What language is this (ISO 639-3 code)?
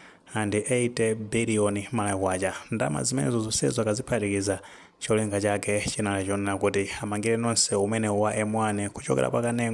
nya